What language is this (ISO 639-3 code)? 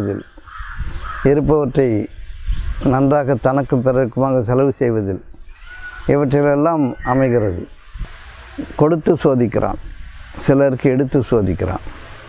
tam